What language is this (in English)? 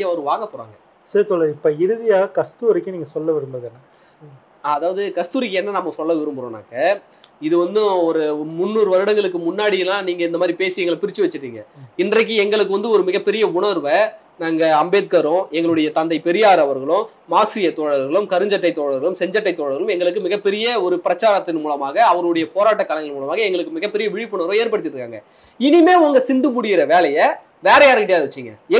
Tamil